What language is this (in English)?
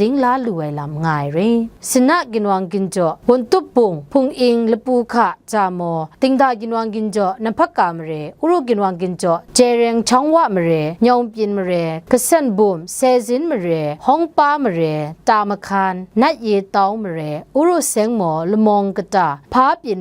Kachin